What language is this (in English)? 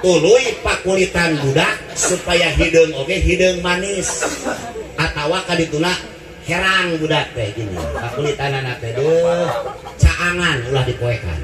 Sundanese